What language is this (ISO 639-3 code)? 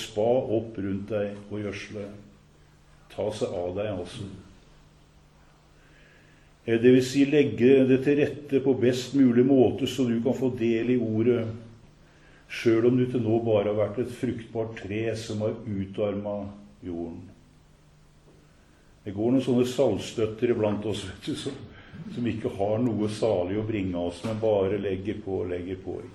nor